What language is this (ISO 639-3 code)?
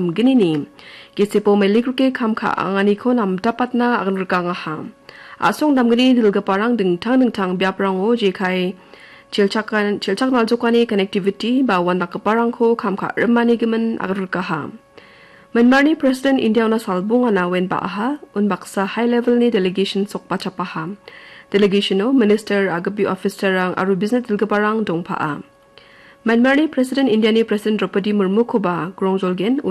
grt